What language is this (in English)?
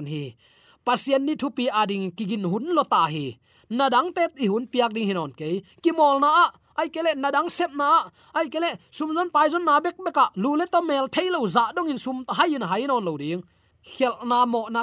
Tedim Chin